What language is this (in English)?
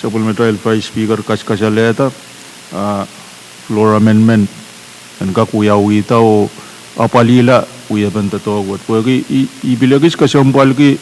Pohnpeian